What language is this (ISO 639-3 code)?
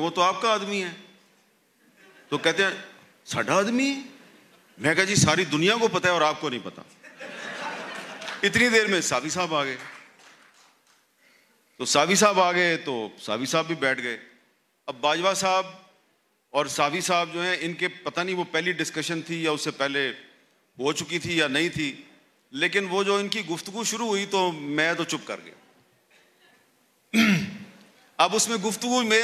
urd